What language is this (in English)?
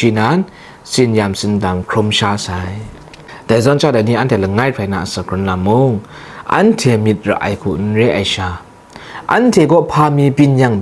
Kachin